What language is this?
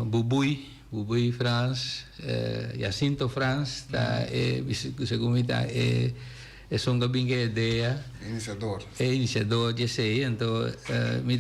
Papiamento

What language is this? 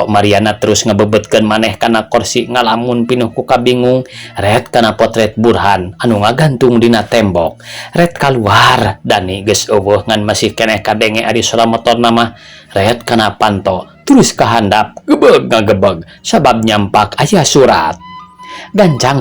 Sundanese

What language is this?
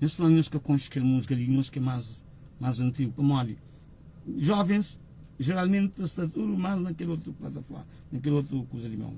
Kabuverdianu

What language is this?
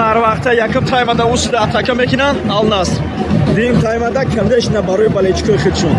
Tajik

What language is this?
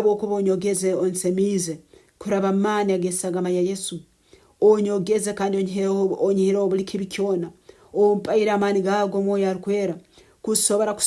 Nyankole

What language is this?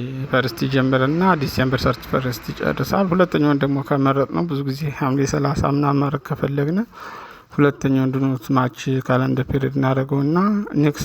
Amharic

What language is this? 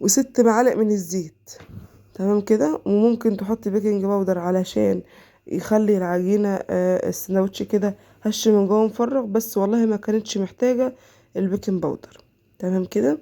Egyptian Arabic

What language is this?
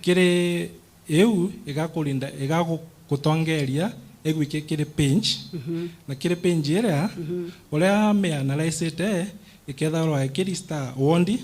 Meru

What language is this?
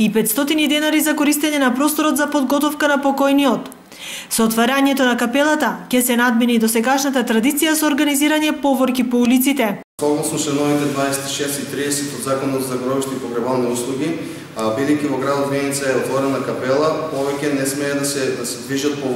Macedonian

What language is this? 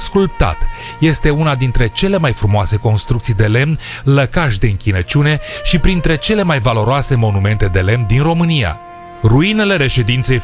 Romanian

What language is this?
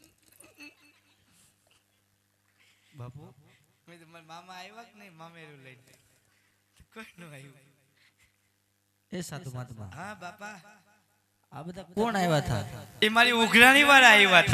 Gujarati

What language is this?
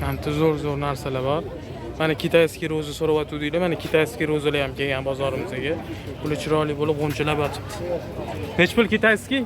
Uzbek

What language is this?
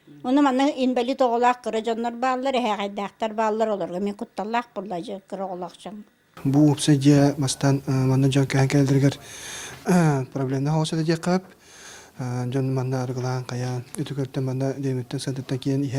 Yakut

